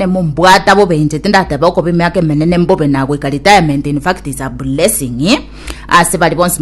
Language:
Gusii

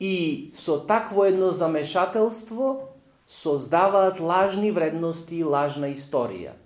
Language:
Macedonian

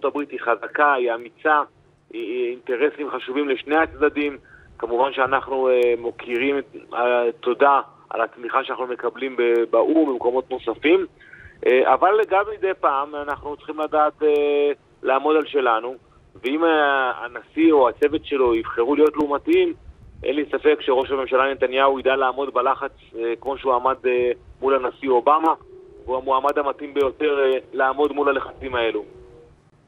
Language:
Hebrew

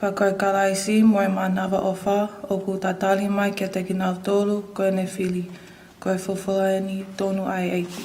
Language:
Tongan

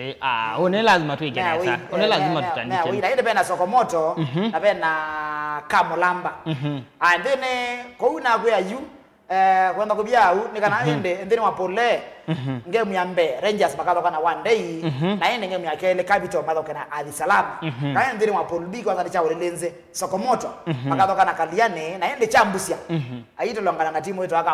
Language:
Kamba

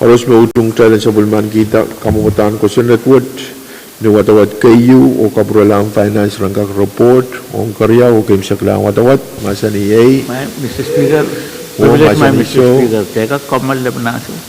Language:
Pohnpeian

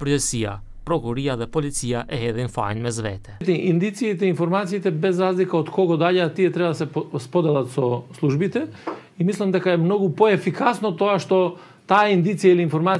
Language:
Macedonian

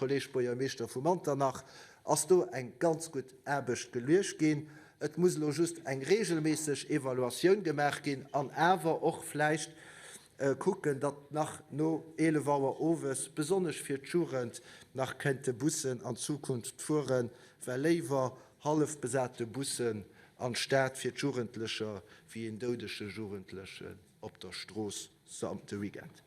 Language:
Luxembourgish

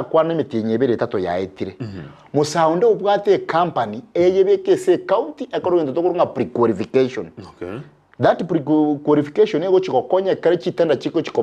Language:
Gusii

